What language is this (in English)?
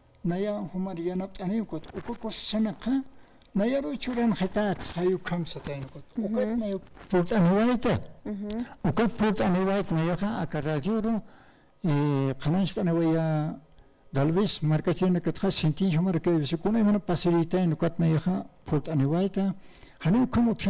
Aymara